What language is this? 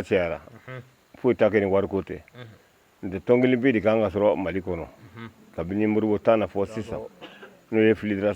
Bambara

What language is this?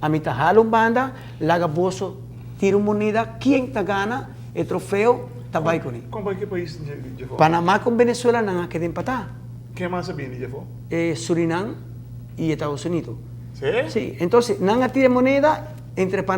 Papiamento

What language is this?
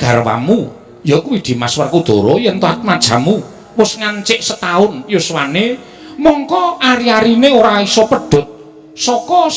Javanese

